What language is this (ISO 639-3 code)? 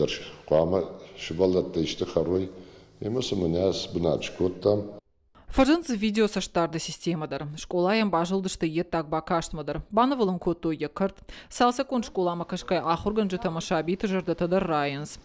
oss